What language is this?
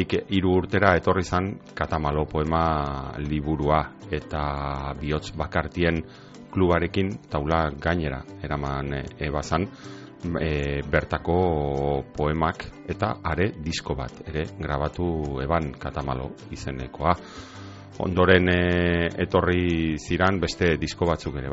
Basque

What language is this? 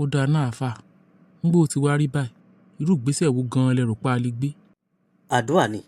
Yoruba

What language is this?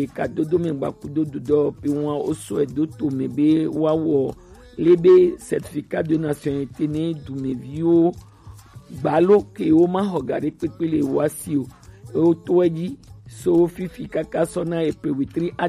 Gen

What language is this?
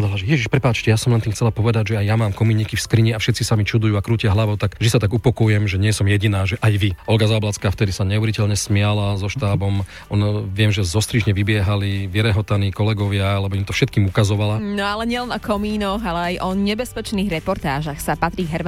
Slovak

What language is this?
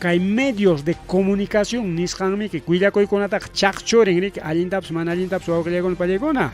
Ayacucho Quechua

